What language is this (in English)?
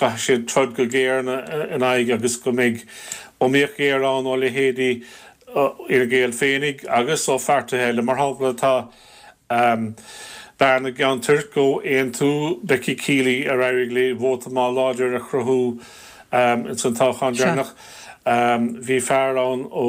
Irish